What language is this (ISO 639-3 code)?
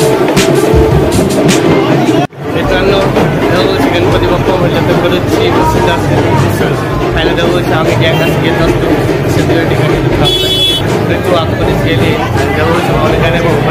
mar